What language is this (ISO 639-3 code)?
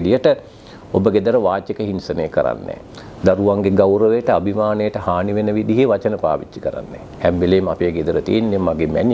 sin